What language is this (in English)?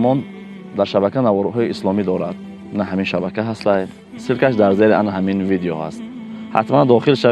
Tajik